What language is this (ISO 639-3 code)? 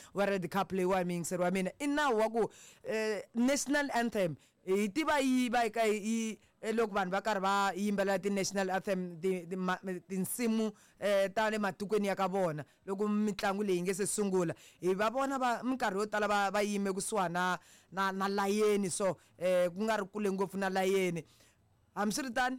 tso